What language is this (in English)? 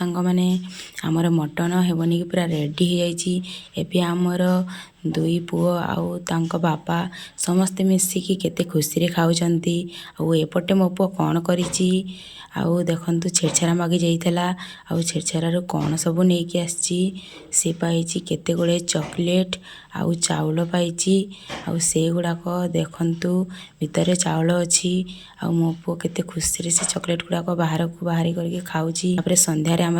Odia